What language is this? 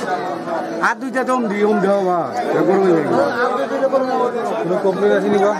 Sylheti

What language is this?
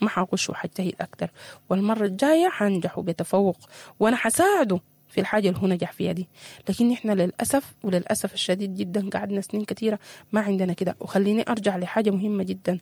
Sudanese Arabic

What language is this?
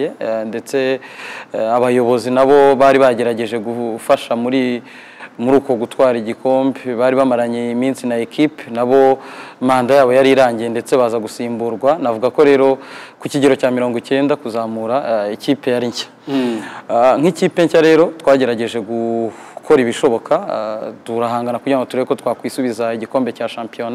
Kinyarwanda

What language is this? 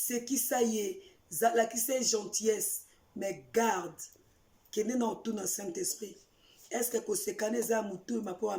Lingala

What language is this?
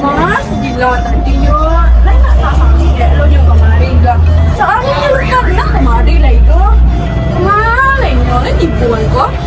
Minangkabau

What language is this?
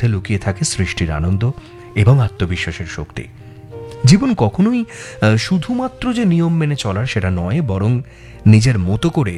Bangla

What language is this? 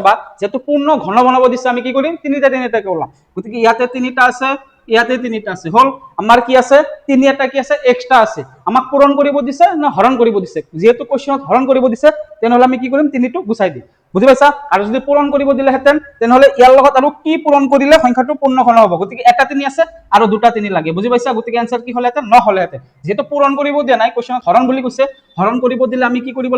Assamese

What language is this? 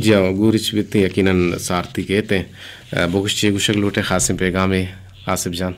Eastern Balochi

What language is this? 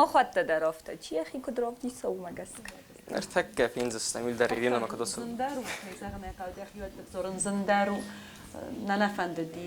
Ossetic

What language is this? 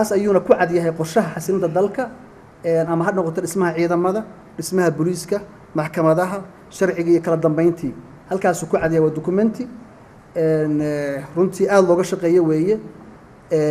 Somali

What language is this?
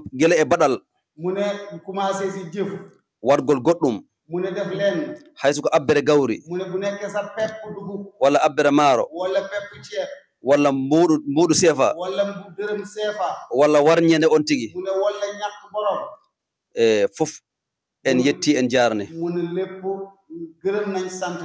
Fula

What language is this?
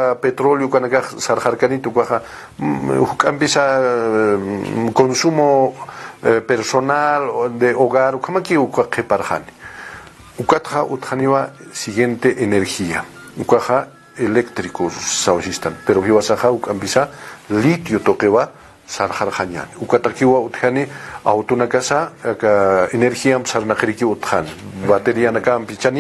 Aymara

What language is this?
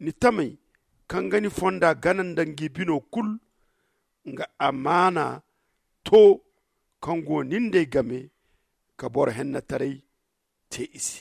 Zarma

